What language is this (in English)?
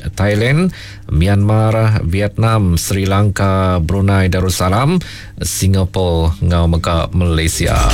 Iban